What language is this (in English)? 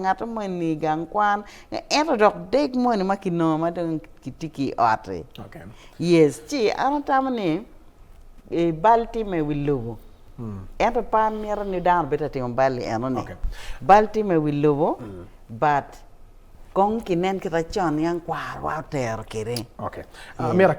Acoli